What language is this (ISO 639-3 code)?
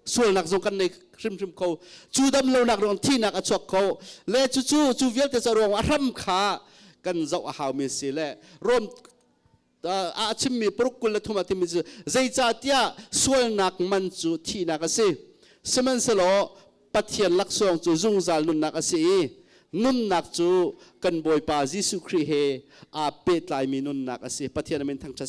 cnh